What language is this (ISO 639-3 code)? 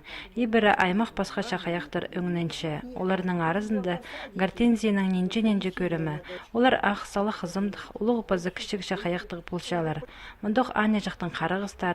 kjh